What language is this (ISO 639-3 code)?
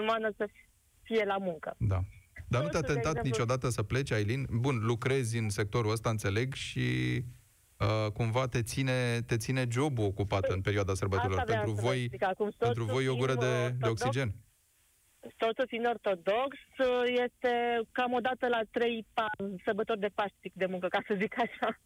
ron